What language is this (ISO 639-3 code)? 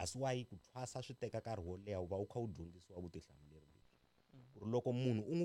tso